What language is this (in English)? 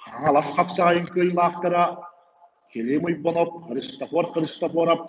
Yakut